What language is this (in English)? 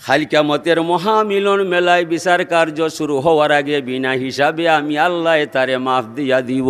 Sylheti